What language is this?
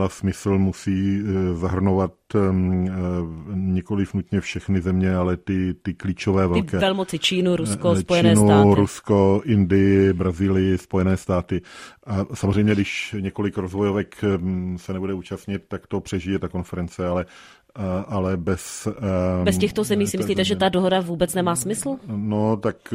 Czech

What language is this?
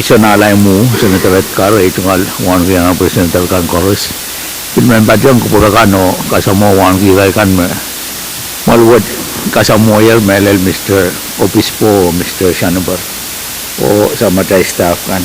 Pohnpeian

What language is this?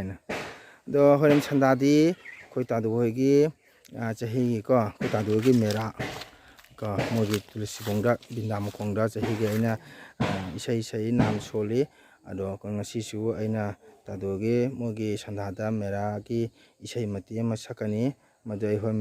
Manipuri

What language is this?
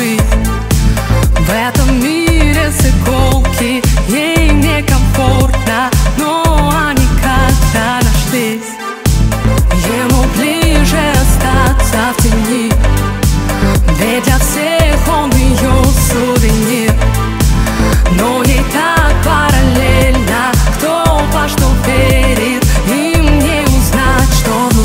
Russian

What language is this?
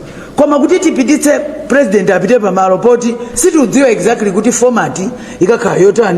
Nyanja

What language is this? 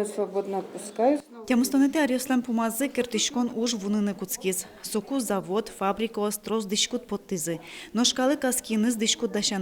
Udmurt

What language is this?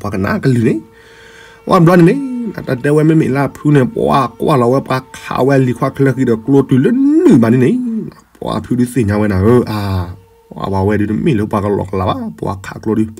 S'gaw Karen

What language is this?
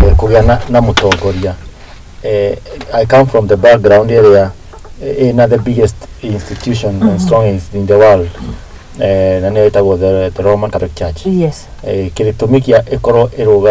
Kikuyu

